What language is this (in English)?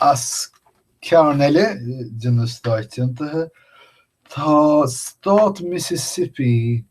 Irish